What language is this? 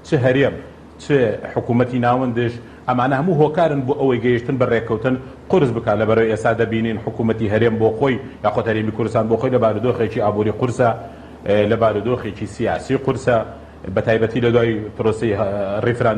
Central Kurdish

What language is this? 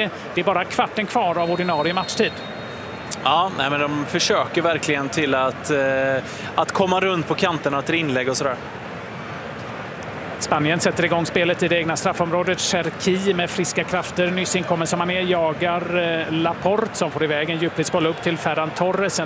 Swedish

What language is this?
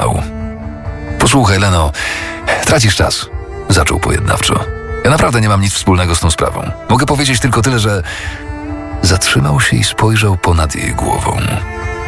Polish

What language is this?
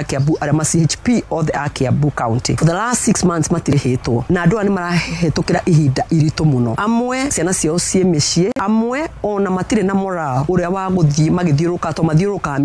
Kikuyu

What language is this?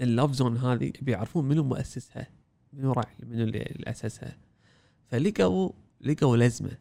Gulf Arabic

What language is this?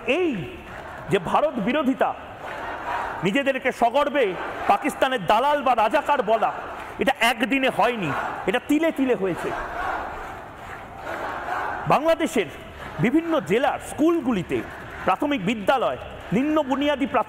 Bangla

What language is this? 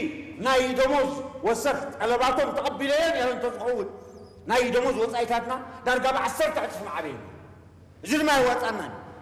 Tigrinya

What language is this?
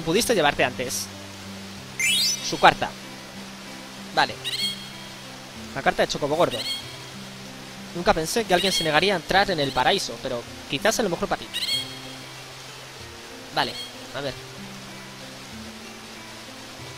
Spanish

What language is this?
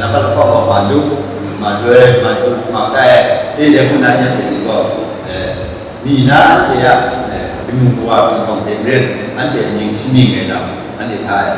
Kachin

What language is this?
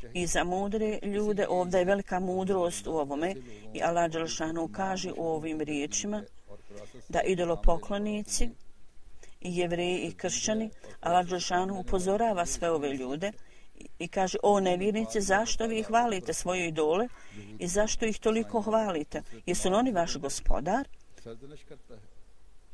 Bosnian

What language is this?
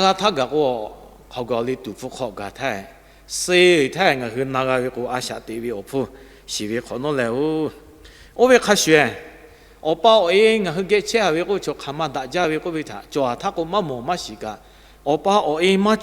Lahu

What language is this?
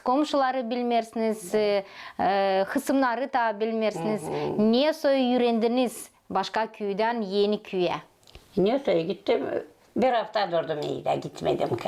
Gagauz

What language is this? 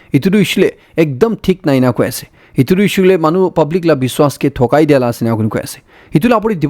Naga Pidgin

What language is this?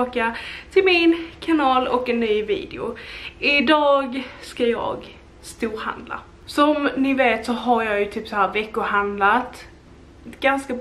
Swedish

